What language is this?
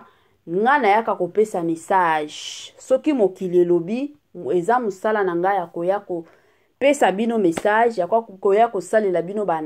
Lingala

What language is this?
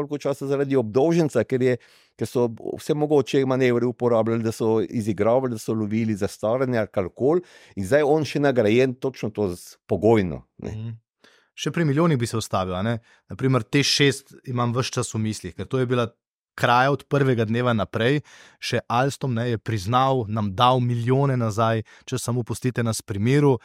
Slovenian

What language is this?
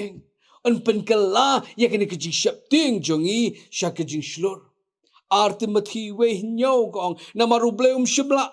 Khasi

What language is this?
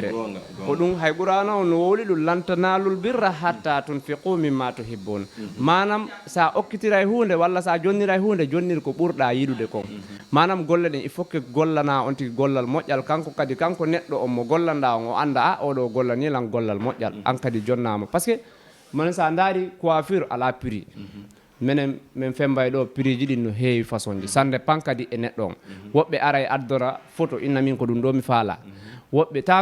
Fula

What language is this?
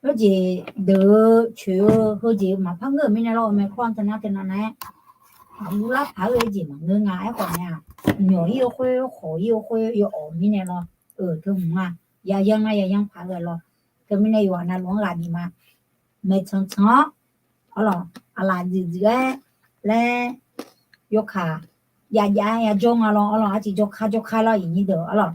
Akha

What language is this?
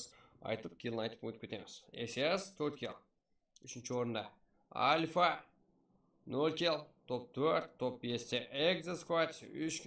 Kara-Kalpak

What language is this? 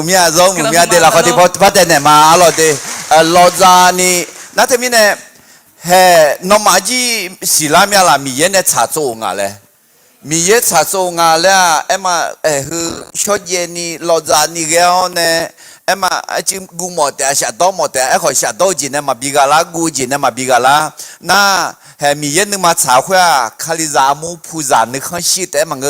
Akha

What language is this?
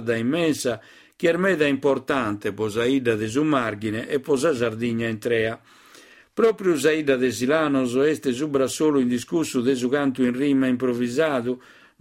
Sardinian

